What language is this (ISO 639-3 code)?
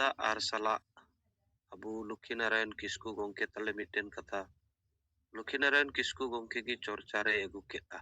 sat